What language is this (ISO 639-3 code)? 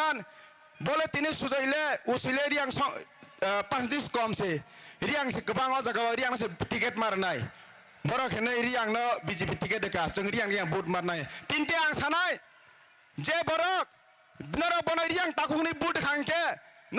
trp